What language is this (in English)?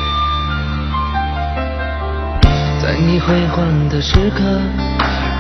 Chinese